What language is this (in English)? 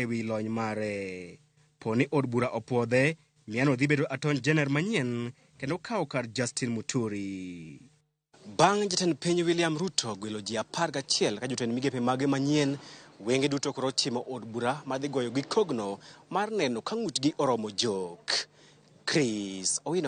Luo (Kenya and Tanzania)